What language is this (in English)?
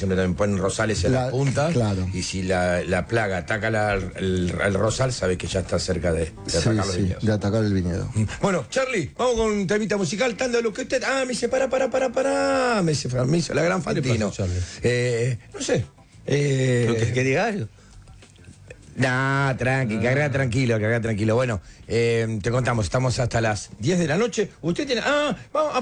Spanish